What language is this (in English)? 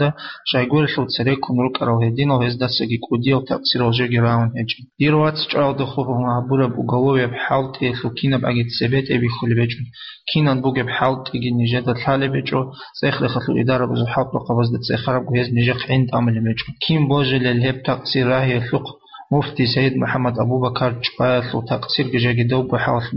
Avaric